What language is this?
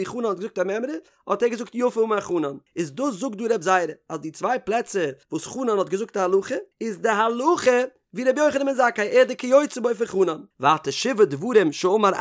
Yiddish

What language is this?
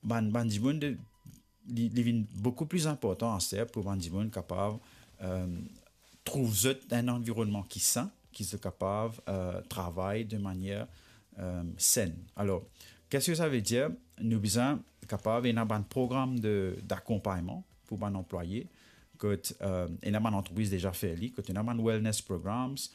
Morisyen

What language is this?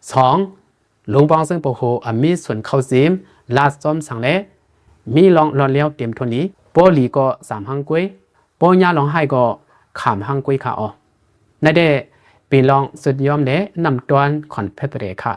Shan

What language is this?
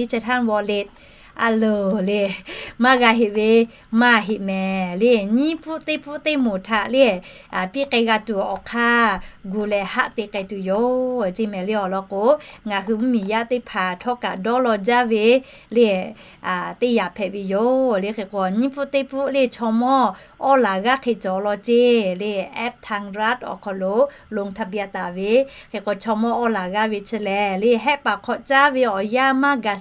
Lahu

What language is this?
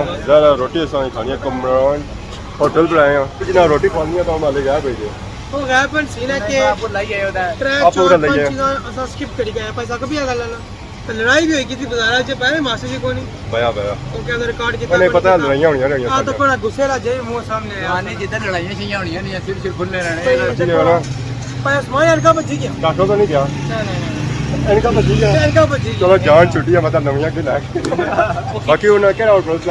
Pahari-Potwari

